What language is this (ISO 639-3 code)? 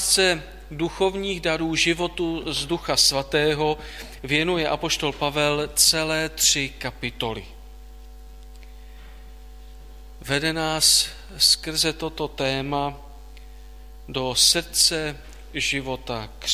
ces